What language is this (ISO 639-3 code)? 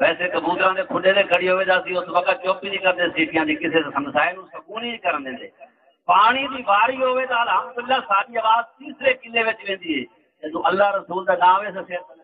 skr